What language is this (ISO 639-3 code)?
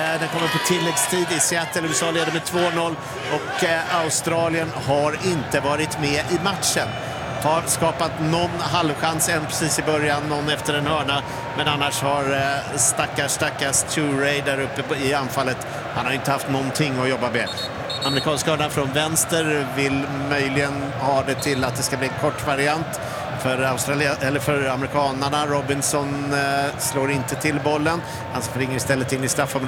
swe